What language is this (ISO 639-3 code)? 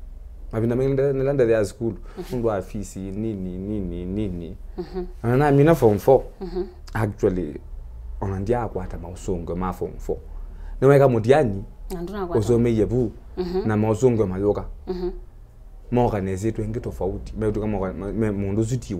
kam